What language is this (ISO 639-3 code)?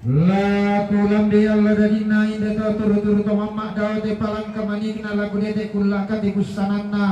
sda